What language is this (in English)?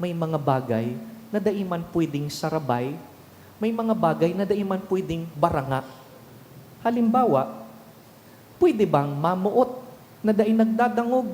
Bikol